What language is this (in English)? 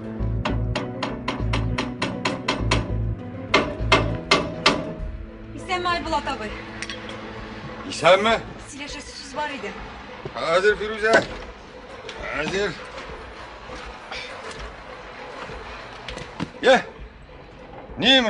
Tatar